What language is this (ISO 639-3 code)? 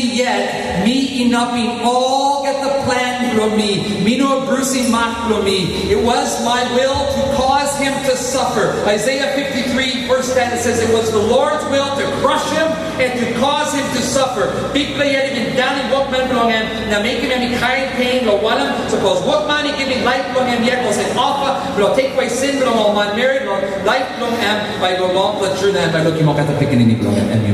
tpi